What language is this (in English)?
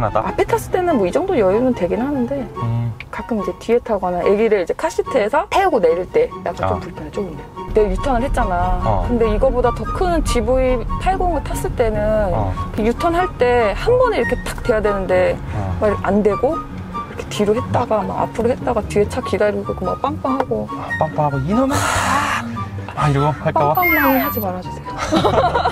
Korean